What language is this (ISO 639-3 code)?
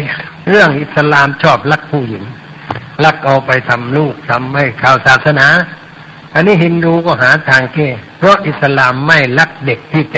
tha